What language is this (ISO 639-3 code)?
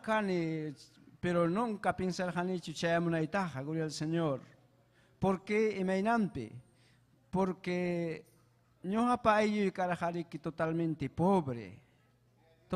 quy